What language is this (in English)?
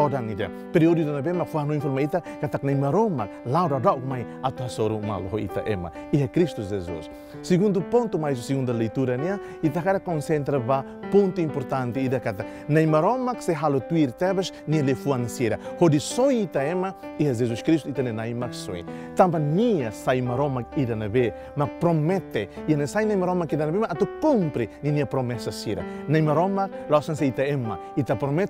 Tetum